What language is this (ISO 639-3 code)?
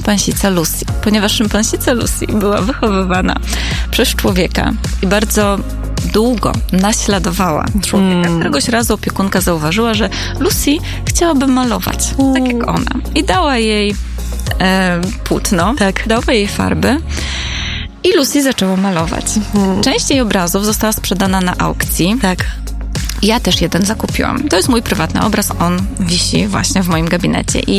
pol